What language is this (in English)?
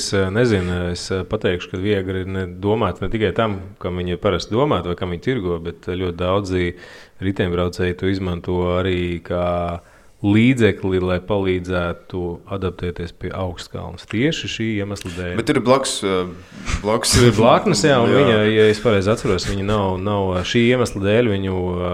Latvian